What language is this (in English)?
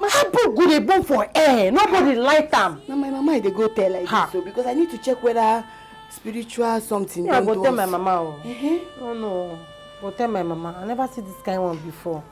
Nigerian Pidgin